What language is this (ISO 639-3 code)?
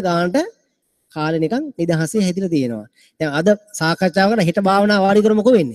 sin